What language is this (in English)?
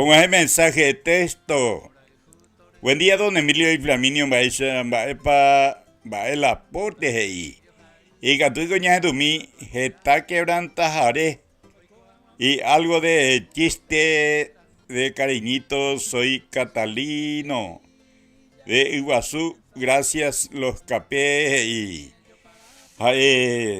Guarani